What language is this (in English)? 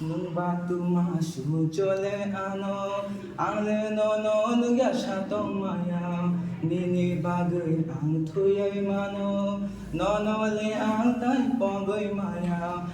Kok Borok